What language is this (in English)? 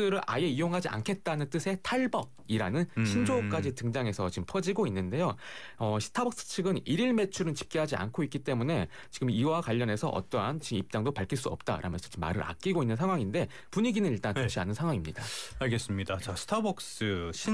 Korean